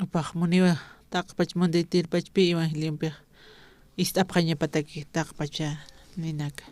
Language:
Aymara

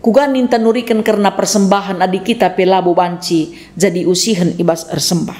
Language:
Batak Karo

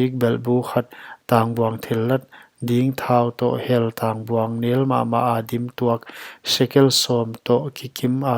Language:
Paite Chin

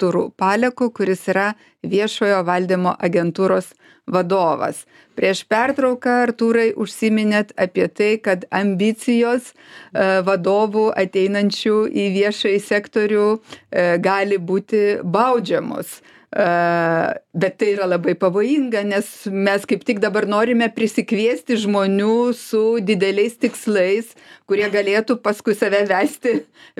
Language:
Lithuanian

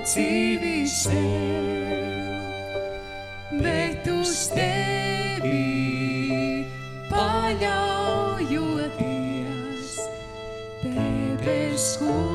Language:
Latvian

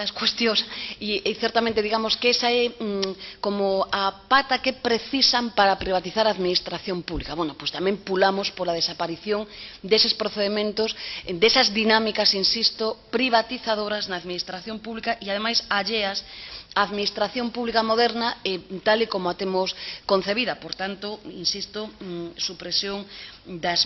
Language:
Galician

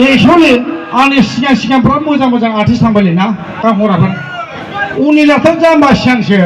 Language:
Bodo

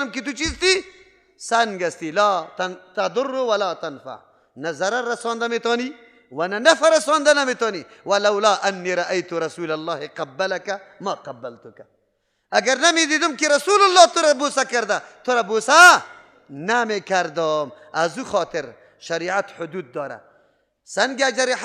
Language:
Persian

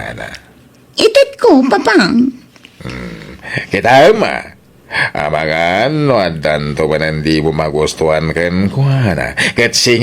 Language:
Iloko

